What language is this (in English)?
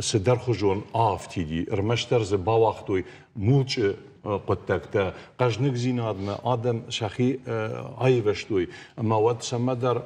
Ossetic